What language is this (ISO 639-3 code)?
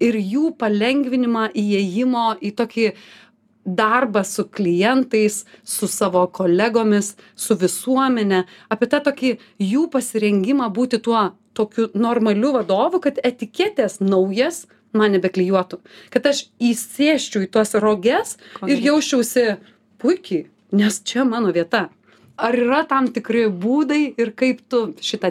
lit